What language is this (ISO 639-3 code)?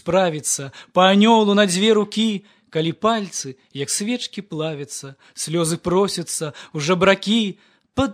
bel